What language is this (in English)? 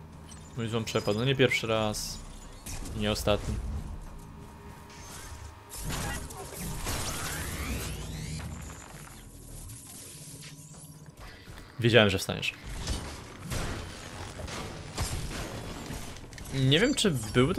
Polish